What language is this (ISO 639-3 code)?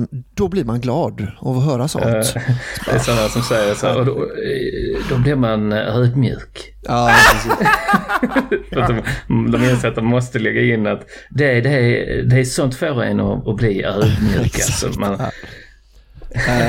swe